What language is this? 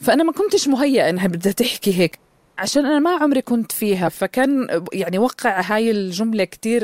North Levantine Arabic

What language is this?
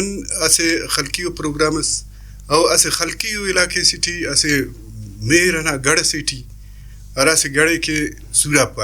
Brahui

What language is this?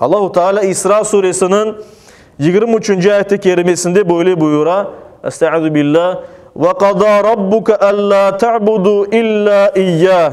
Crimean Tatar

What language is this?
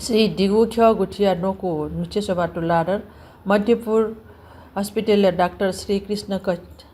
Newari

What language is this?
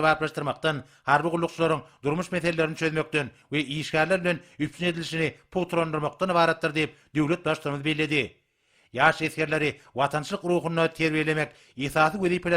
Turkmen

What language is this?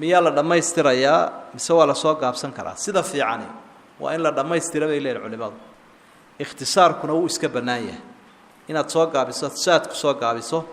Somali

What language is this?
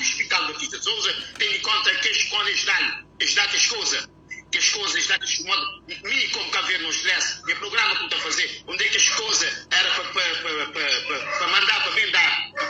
Kabuverdianu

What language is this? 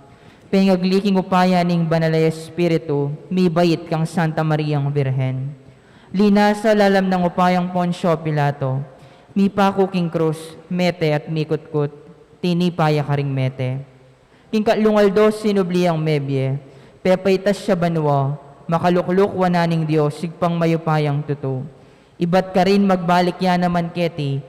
Pampanga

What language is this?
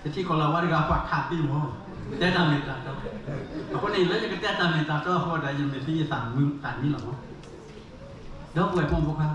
S'gaw Karen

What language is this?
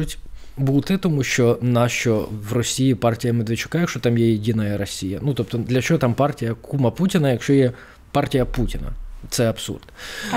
Ukrainian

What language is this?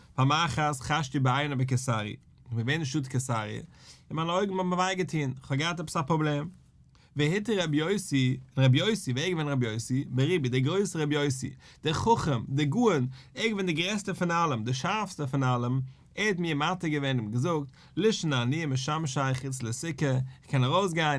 Yiddish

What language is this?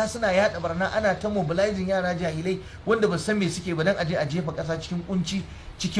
Hausa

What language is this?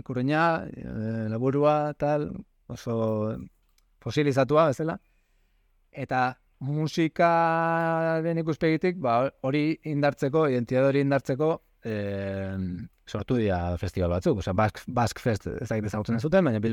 Basque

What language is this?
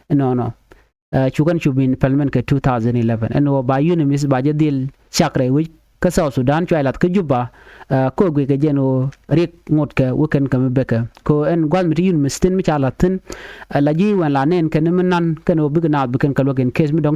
Nuer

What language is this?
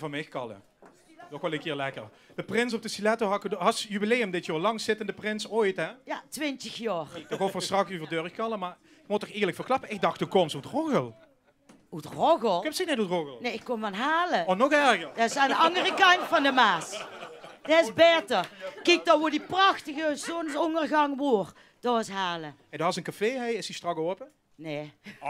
Limburgish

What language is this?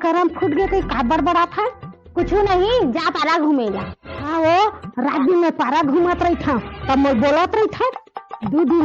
Chhattisgarhi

